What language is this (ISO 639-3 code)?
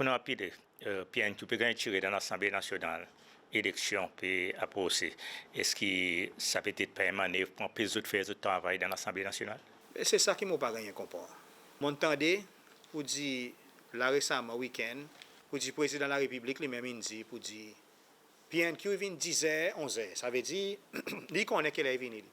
crs